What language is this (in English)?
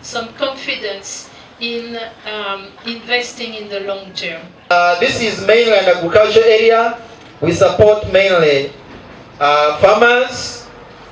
Nyankole